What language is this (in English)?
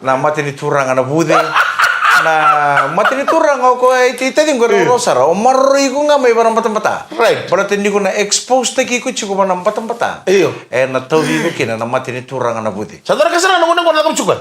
Fijian